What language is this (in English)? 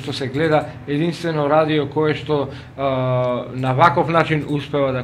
Macedonian